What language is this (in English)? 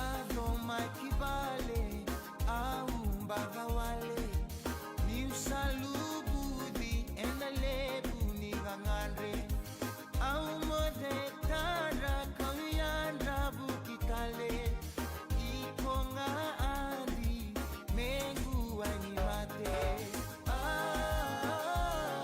Fijian